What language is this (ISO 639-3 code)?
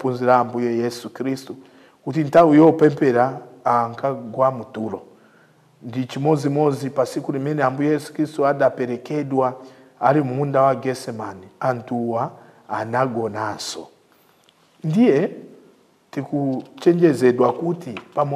nya